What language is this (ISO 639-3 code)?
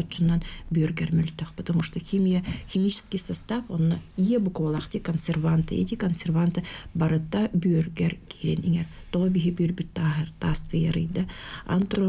sah